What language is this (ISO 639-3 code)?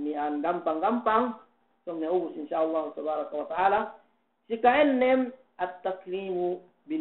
yka